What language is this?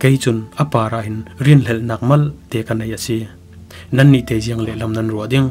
Falam Chin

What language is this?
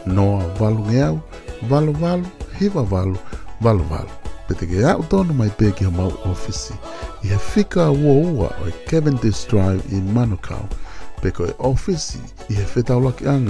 Tongan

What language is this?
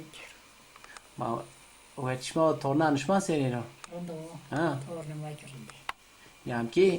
Zaza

